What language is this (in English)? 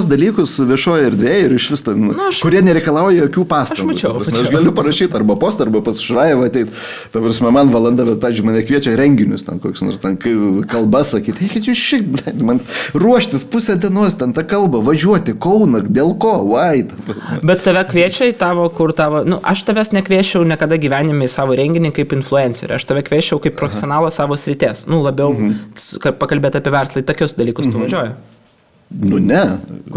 Lithuanian